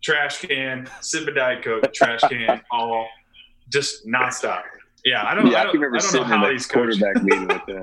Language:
English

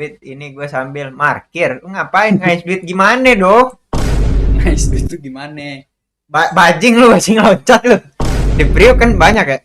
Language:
Betawi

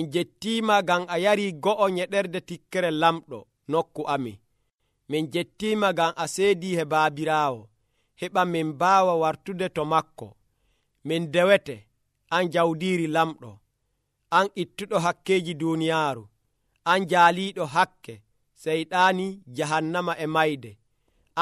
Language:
Nigerian Fulfulde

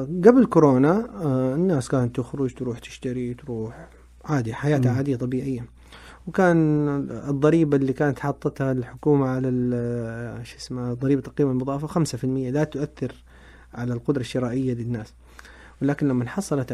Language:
Najdi Arabic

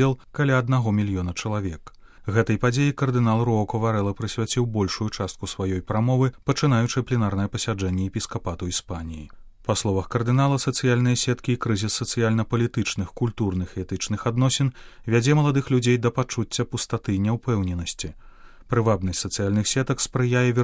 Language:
Belarusian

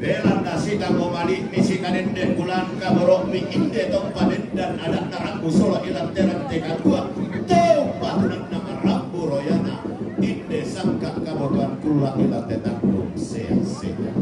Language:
Toraja-Sa'dan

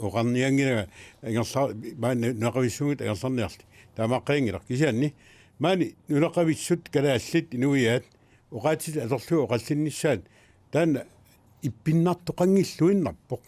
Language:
Kalaallisut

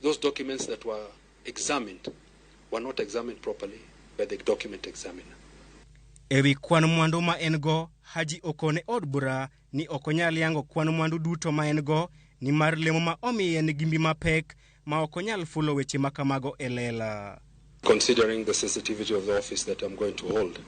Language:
Luo (Kenya and Tanzania)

